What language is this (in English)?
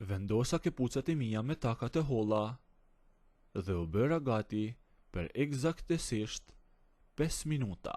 Albanian